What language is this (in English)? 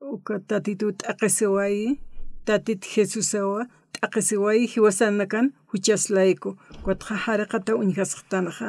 Aymara